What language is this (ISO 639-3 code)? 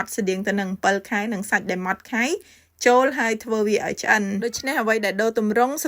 khm